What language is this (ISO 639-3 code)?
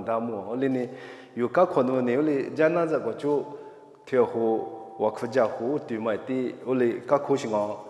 lis